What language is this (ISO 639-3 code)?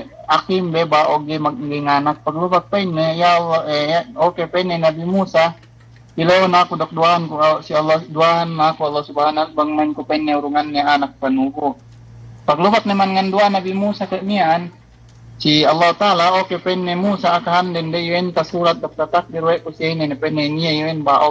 yka